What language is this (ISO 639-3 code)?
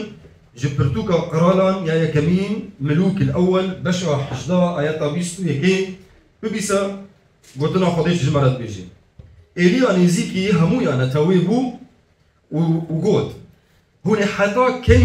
kur